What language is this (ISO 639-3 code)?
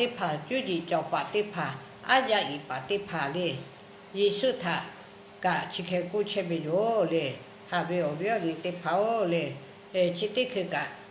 lhu